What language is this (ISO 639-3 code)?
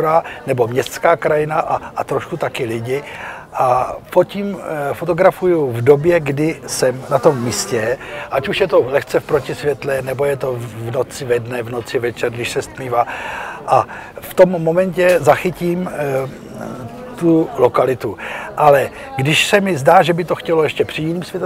ces